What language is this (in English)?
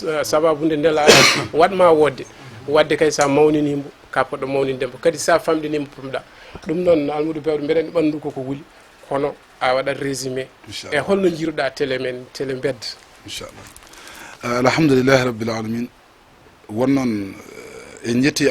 Fula